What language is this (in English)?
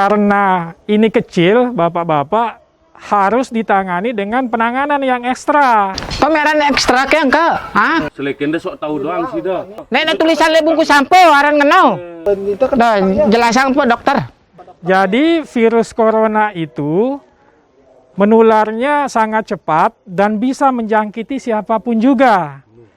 Sasak